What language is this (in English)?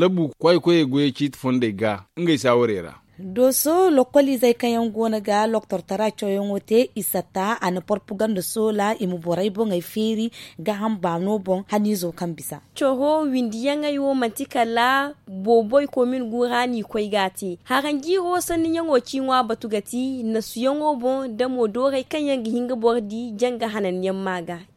Zarma